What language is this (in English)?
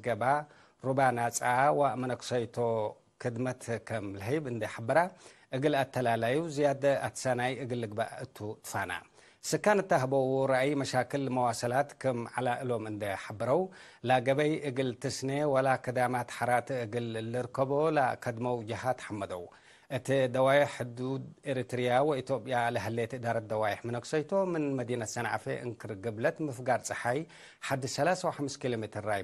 Tigre